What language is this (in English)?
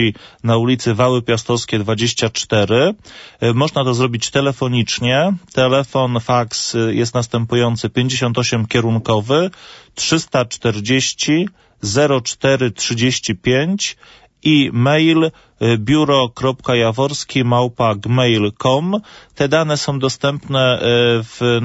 Polish